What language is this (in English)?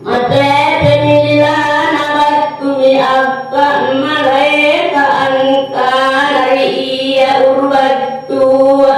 Makasar